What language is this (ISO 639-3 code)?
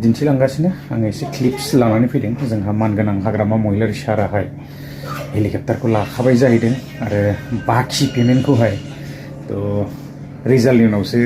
brx